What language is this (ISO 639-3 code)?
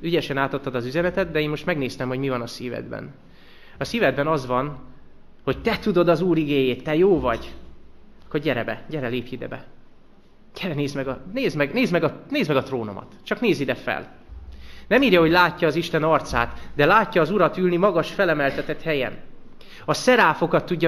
hun